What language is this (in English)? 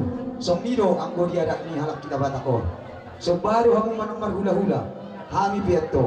Batak Toba